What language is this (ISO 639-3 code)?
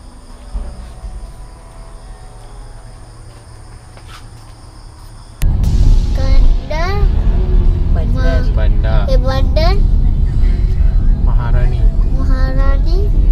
msa